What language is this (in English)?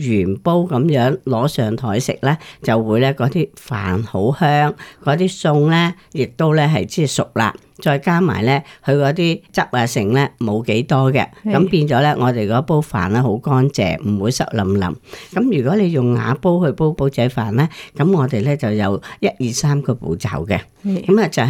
Cantonese